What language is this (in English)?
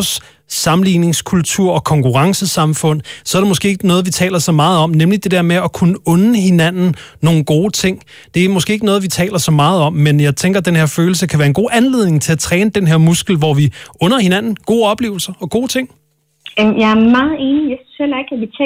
Danish